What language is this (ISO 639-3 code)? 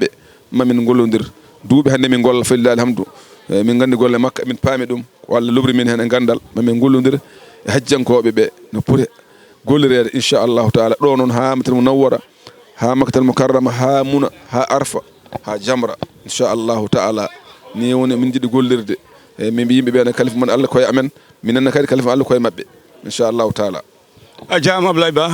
ful